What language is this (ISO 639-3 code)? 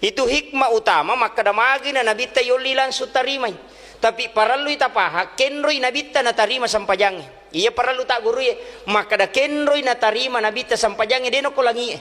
bug